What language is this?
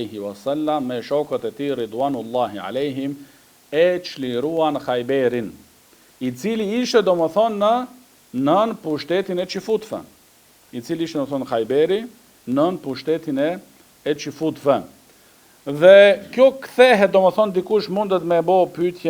Albanian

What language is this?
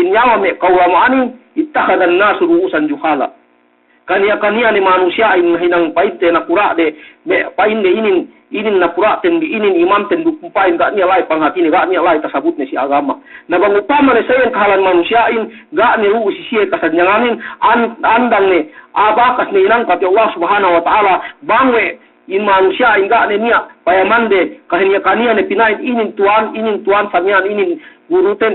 Yakan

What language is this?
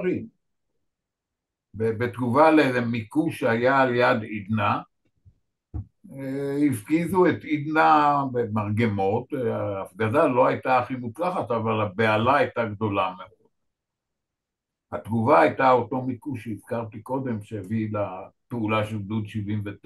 Hebrew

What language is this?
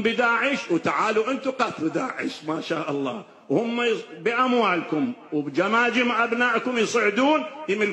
Mesopotamian Arabic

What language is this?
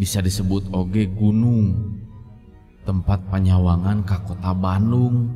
Sundanese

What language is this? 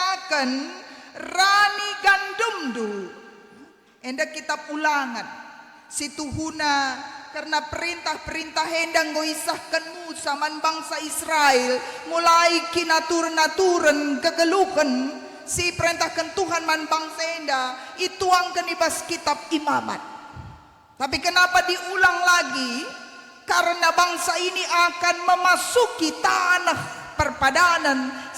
Batak Karo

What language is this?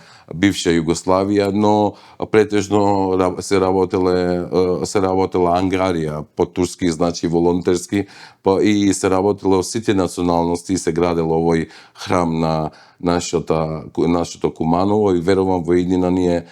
Macedonian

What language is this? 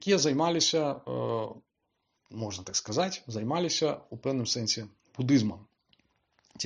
Belarusian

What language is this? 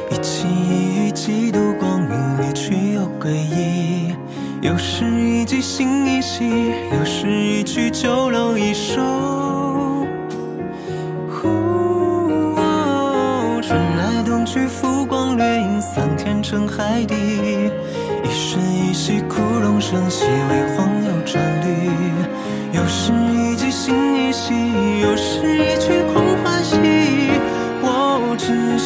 Chinese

